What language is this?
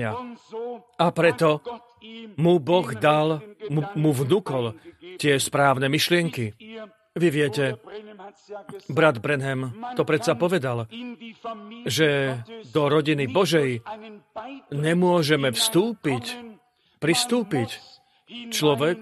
Slovak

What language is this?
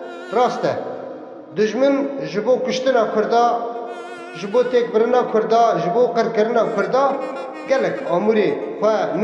Kurdish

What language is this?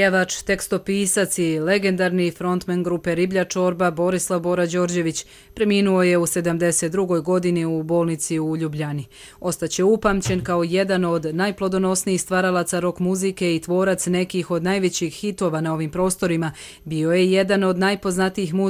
Croatian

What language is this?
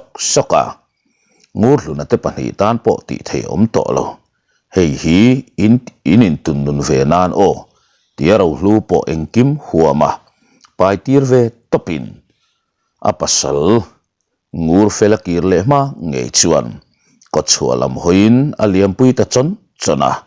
Mizo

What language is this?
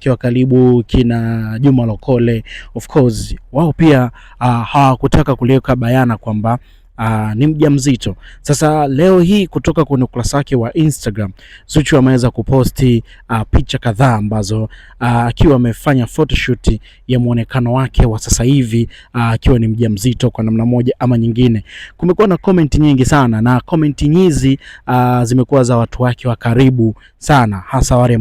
Swahili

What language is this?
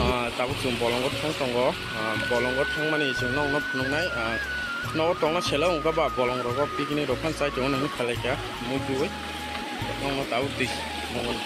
Kok Borok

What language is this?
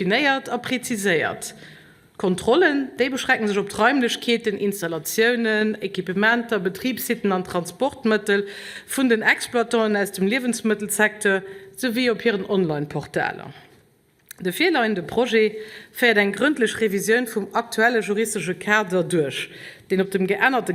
Luxembourgish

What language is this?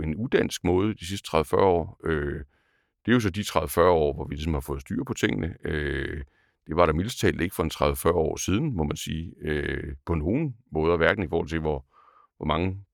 Danish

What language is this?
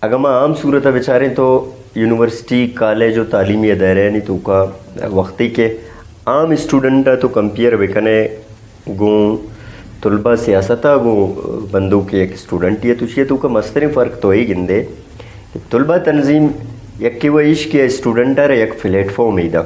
Brahui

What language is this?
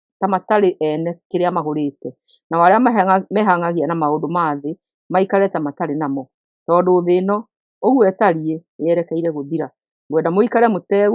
Kikuyu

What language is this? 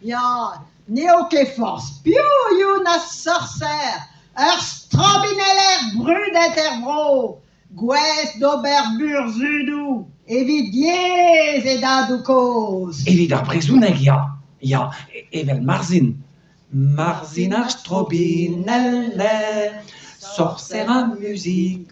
Breton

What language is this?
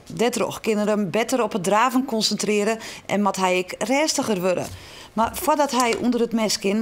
Western Frisian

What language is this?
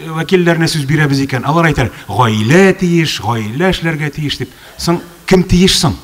Tatar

